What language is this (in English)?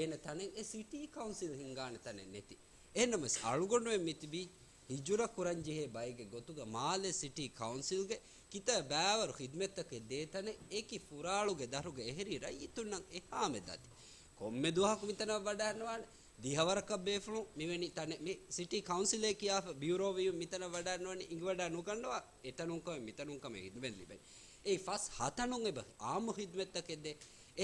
Divehi